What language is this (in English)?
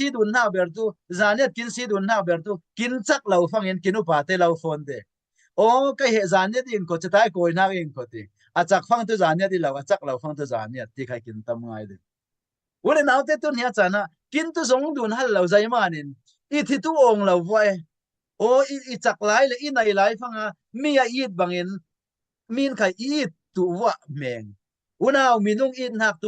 Falam Chin